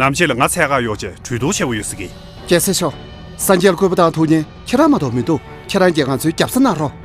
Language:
Tibetan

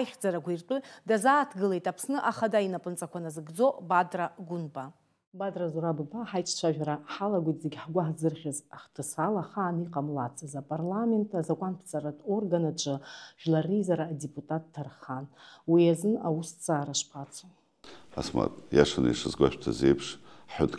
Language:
Abkhazian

